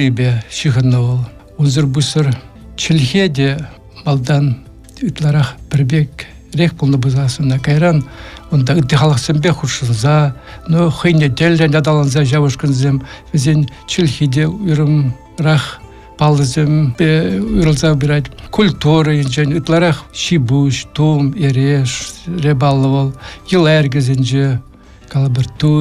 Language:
Chuvash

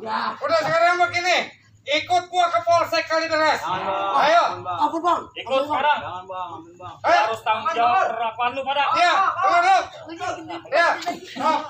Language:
Betawi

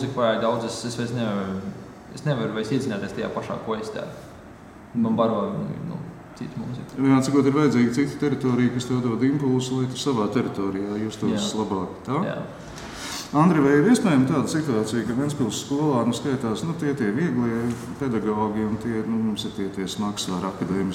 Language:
Latvian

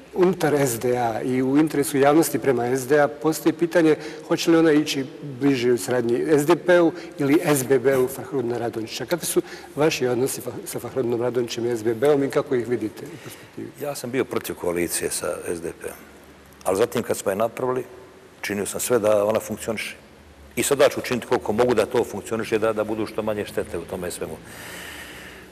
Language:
Bosnian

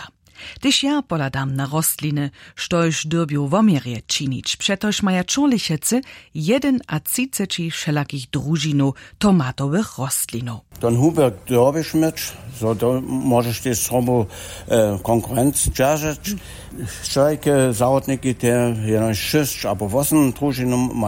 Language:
Upper Sorbian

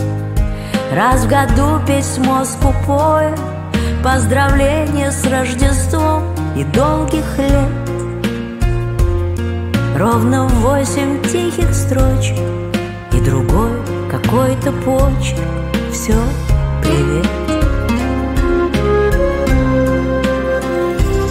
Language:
Russian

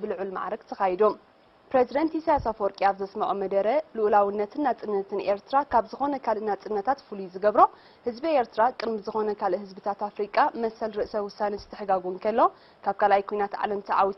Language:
Tigrinya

